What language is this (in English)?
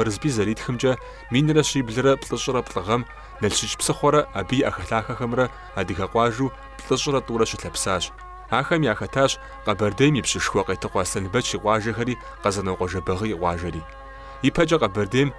Kabardian